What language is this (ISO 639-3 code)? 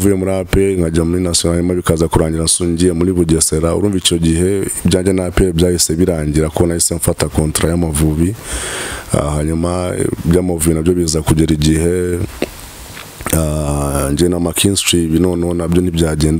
kin